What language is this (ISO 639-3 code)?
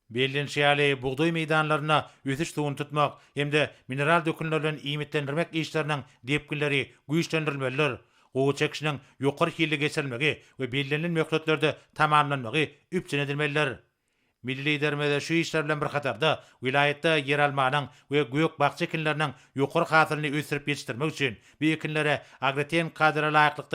tuk